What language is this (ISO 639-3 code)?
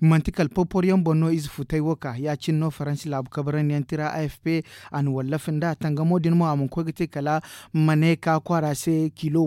dje